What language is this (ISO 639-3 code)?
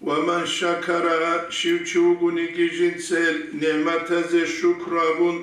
ava